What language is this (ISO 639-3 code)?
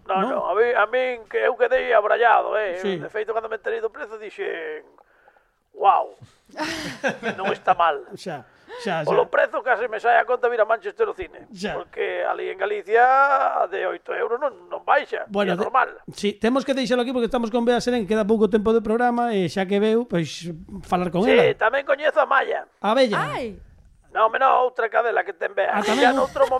glg